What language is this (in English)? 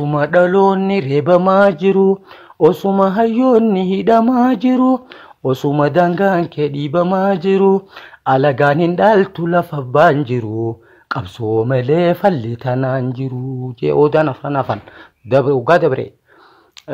Oromo